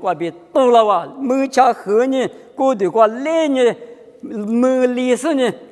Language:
Lisu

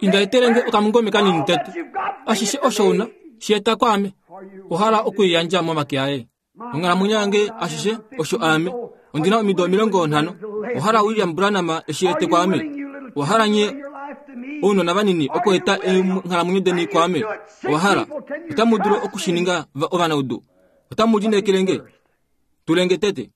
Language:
Kuanyama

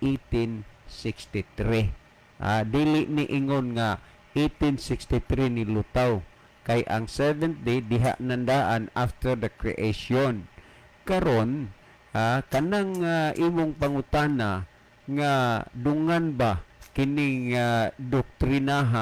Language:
Cebuano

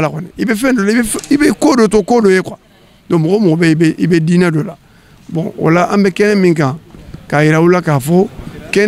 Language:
Bambara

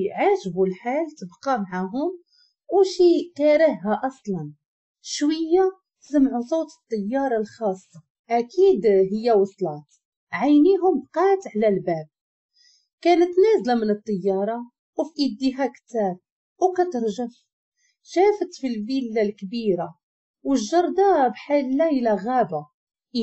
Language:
Moroccan Arabic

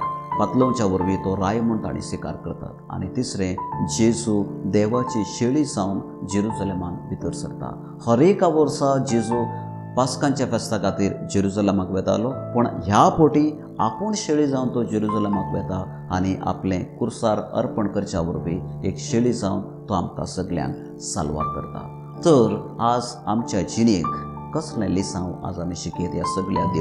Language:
Konkani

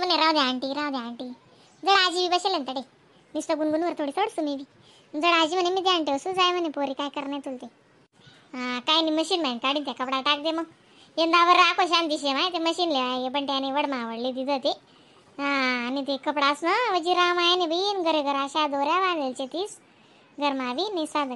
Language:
Khandesi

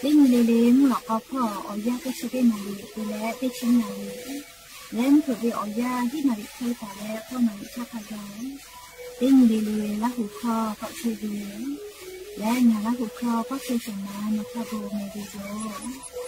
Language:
Lahu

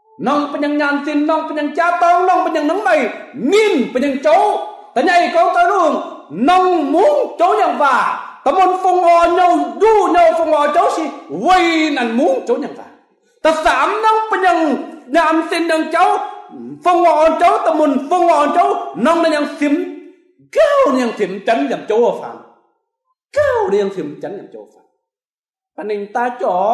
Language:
Kim Mun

